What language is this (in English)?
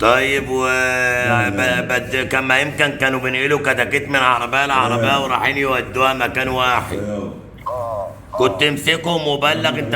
Egyptian Arabic